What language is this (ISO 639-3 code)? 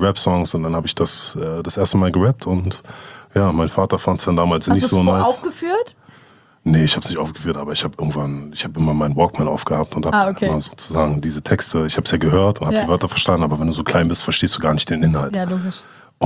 deu